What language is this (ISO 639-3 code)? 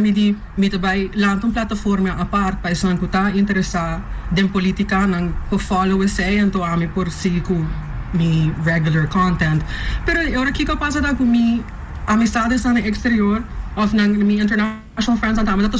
pap